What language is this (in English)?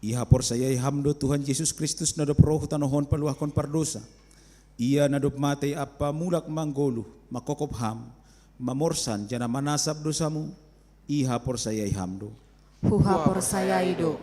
Batak Simalungun